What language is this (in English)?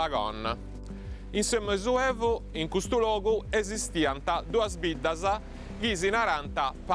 Sardinian